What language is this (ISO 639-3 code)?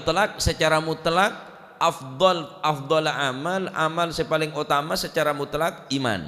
mad